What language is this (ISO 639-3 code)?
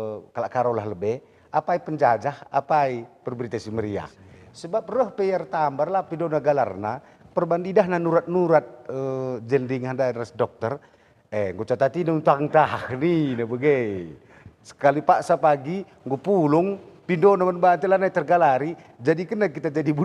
btx